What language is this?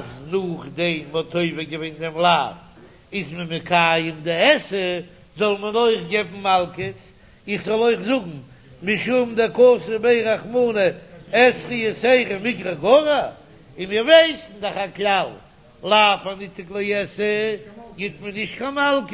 Yiddish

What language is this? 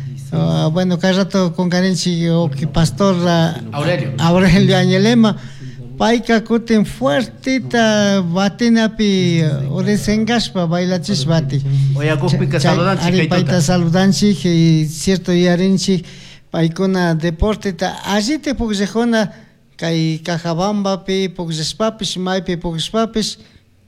Chimborazo Highland Quichua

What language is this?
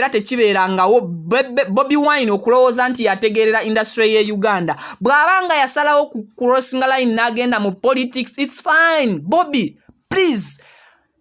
Ganda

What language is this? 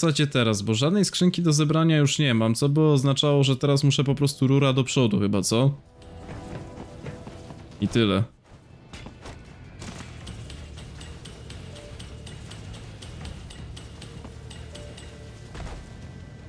Polish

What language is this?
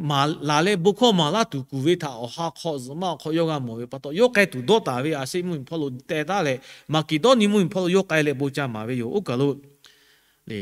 Lahu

